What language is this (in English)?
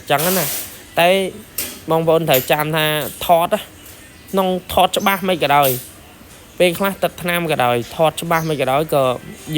Khmer